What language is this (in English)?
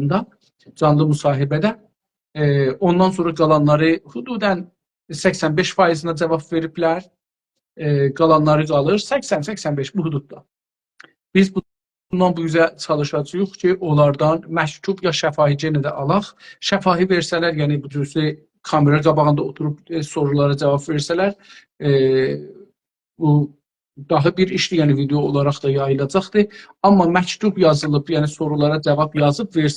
South Azerbaijani